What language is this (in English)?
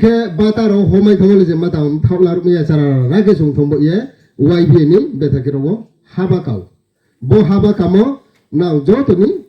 Riang (India)